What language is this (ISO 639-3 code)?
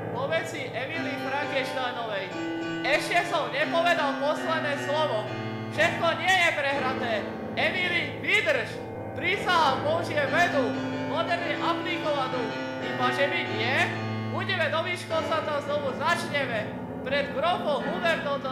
slk